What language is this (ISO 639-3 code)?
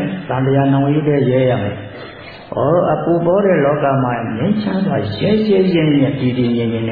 mya